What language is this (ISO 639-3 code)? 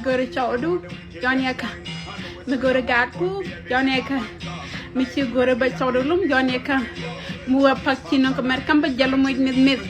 nus